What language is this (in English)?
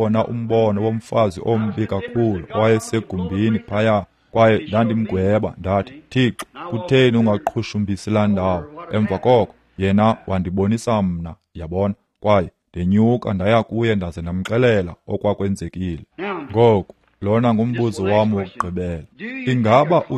Xhosa